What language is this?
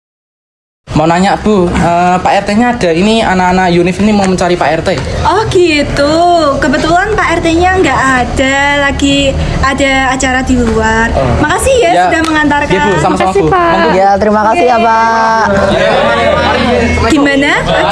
Indonesian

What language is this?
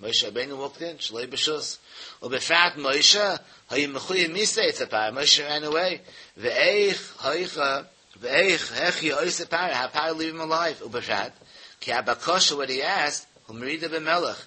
Yiddish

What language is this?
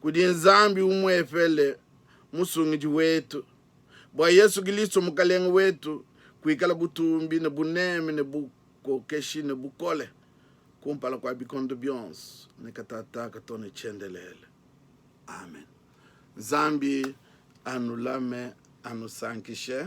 Luba-Lulua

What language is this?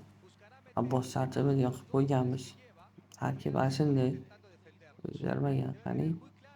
Uzbek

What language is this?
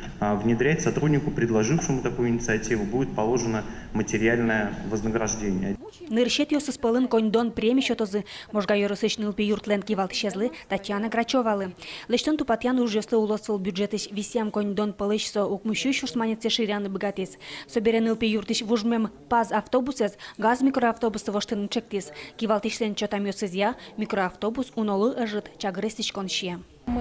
Udmurt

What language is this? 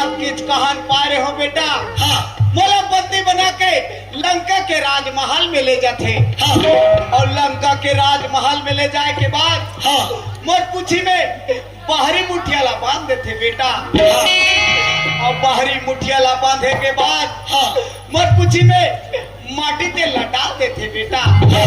Chhattisgarhi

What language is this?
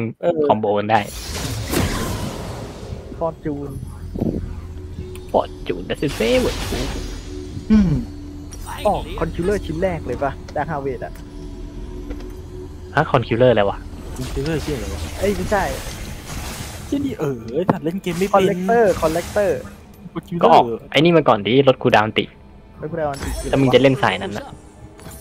Thai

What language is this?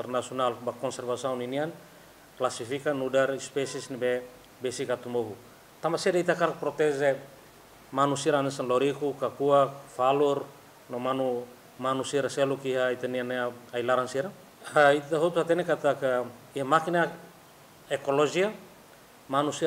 Tetum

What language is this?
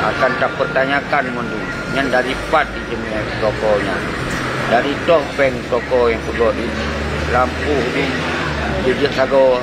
Achinese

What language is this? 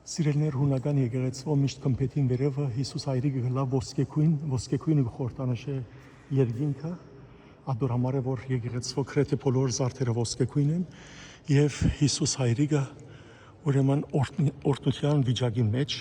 Western Armenian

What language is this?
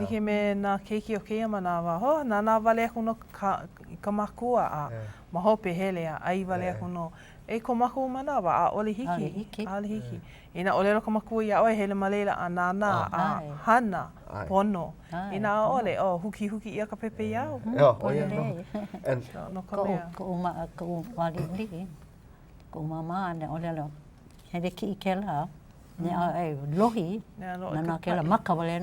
Hawaiian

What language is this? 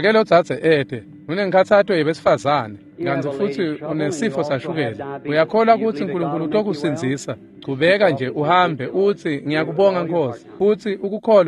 Swati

